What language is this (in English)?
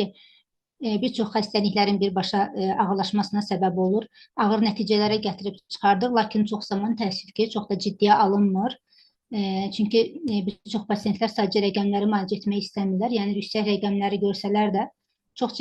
Azerbaijani